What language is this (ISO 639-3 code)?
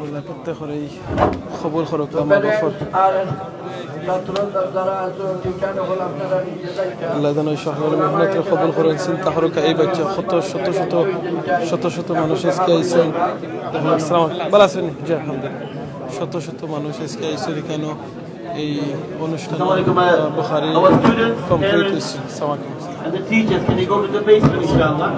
syl